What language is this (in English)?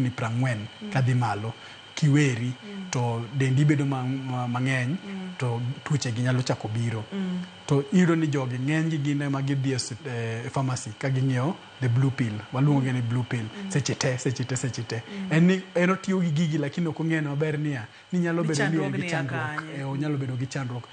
Luo (Kenya and Tanzania)